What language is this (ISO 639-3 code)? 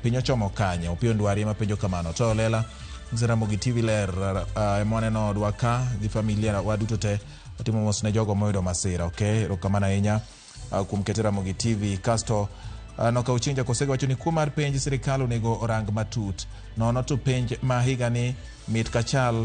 luo